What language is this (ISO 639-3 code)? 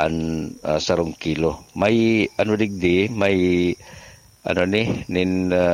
bik